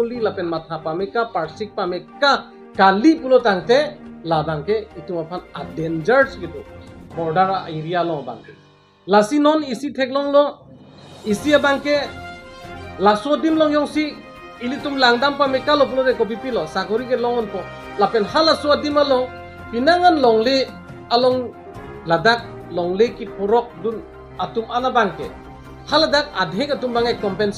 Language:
Karbi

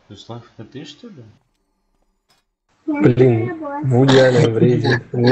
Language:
Russian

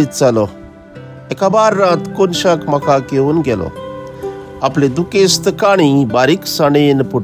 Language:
Konkani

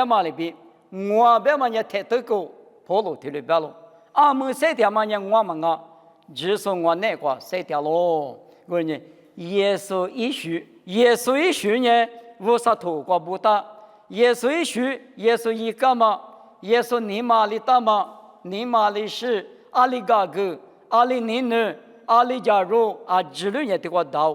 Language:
Lisu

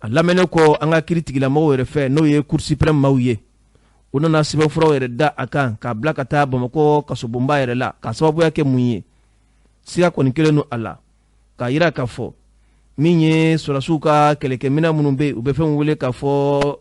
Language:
Bambara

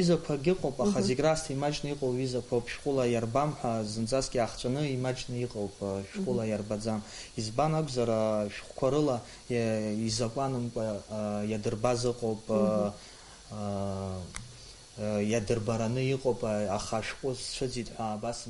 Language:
Abkhazian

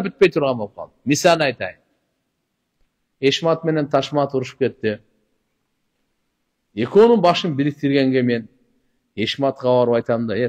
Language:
Kyrgyz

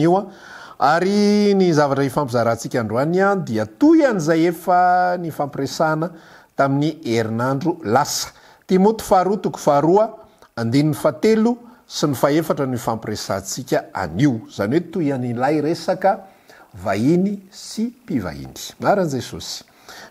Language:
Malagasy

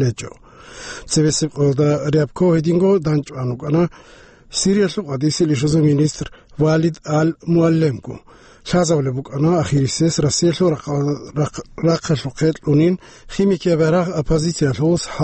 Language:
Avaric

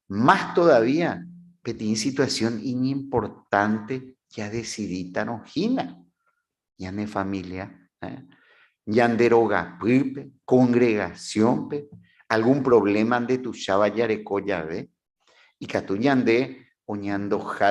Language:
Guarani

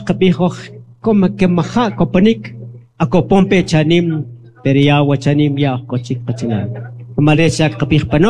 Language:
Kaqchikel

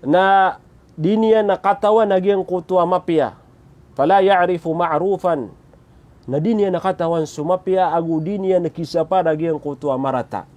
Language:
Maranao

